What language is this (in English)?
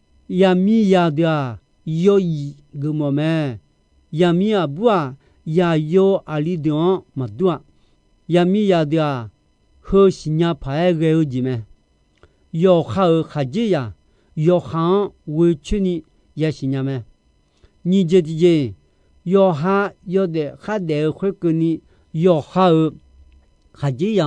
Akha